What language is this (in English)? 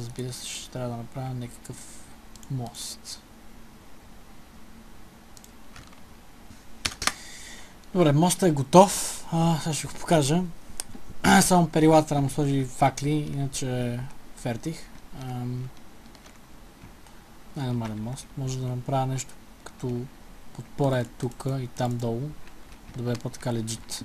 Bulgarian